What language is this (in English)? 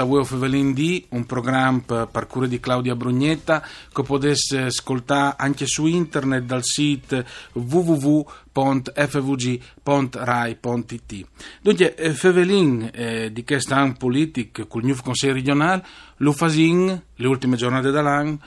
Friulian